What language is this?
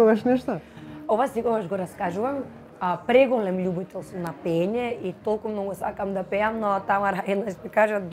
Macedonian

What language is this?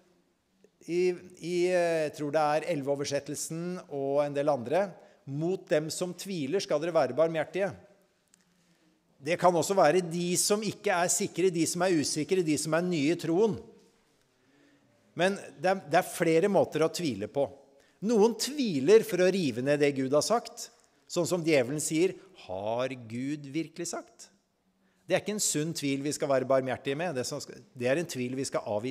Norwegian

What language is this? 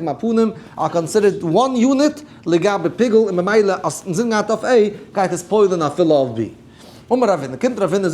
Yiddish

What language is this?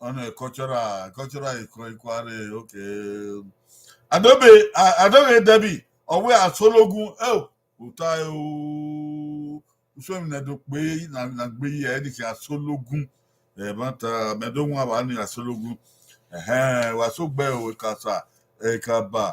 Bini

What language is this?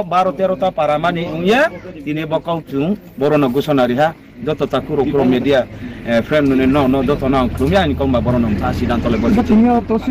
Riang (India)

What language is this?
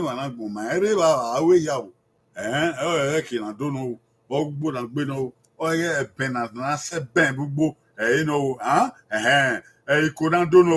Bini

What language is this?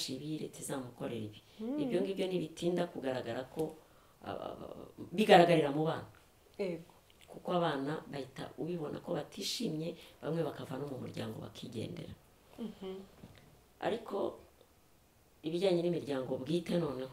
Kinyarwanda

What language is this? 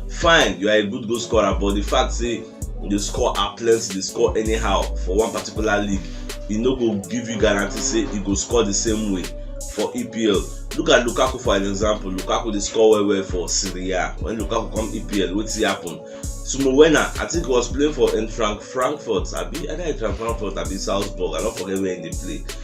Nigerian Pidgin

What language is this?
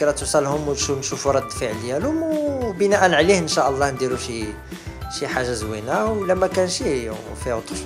Moroccan Arabic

